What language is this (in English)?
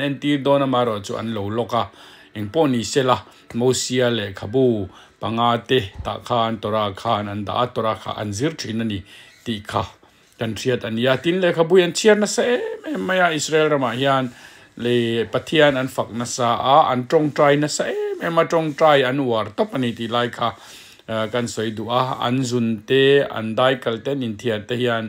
Mizo